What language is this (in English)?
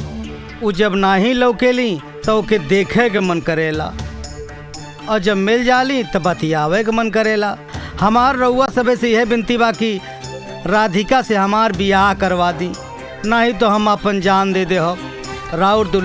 Bhojpuri